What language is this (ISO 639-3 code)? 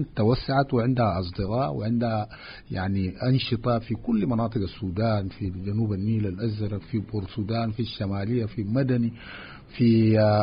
apd